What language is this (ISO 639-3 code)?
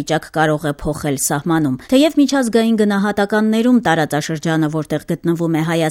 hye